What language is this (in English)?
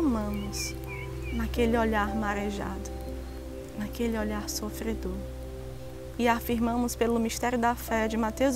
Portuguese